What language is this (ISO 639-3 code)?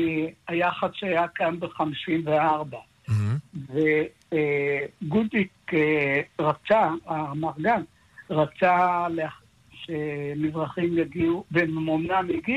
heb